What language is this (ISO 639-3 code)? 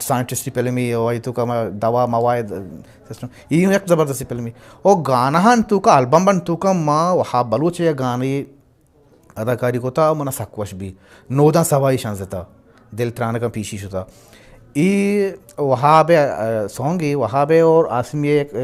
bgp